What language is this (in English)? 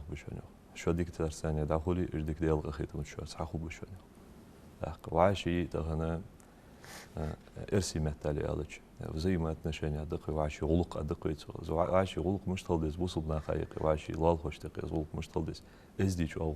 Ingush